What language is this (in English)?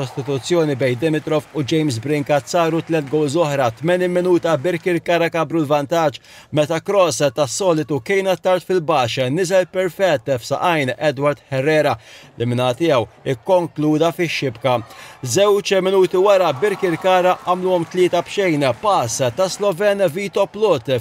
Maltese